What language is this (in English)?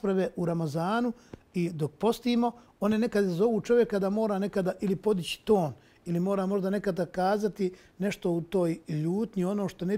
Bosnian